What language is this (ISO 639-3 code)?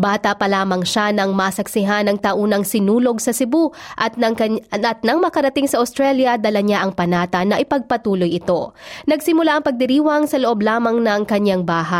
fil